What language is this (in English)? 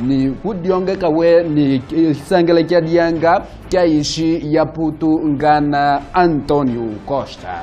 Kimbundu